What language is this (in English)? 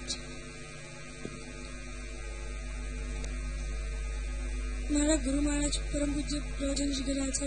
Gujarati